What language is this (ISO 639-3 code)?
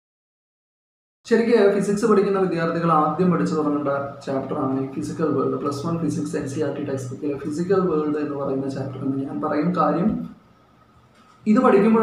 mal